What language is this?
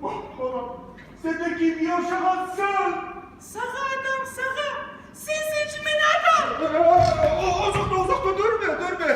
Kumyk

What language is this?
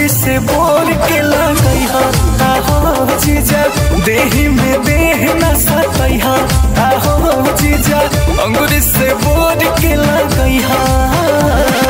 Bhojpuri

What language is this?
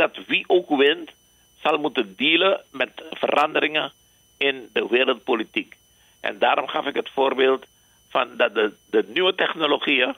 Dutch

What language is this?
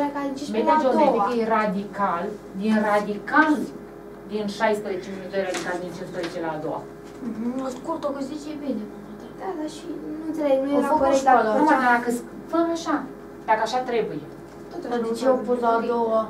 Romanian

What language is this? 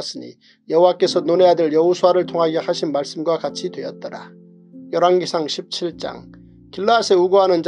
Korean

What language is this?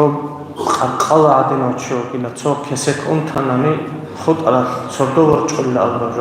Avaric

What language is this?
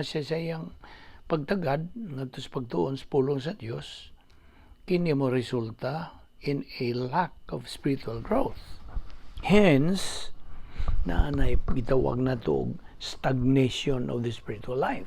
Cebuano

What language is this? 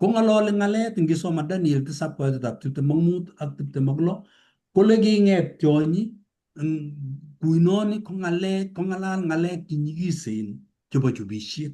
Kalenjin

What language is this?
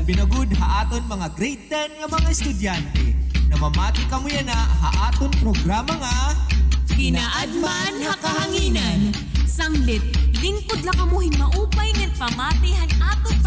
Waray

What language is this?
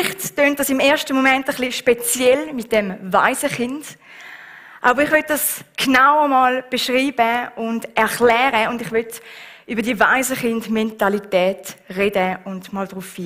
Swiss German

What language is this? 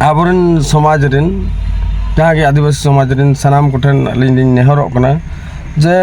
Santali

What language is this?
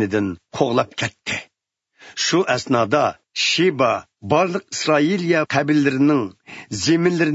Uyghur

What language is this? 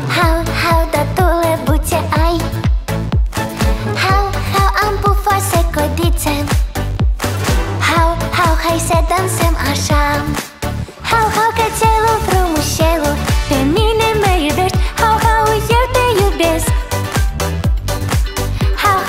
Romanian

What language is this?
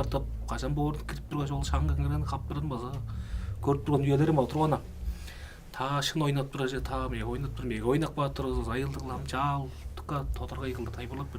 Tuvinian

